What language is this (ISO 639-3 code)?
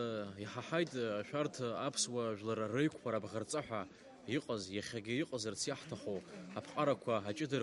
abk